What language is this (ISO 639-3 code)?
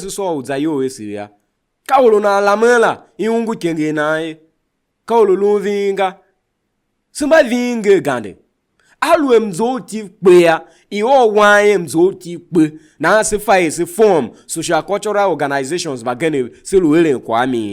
tiv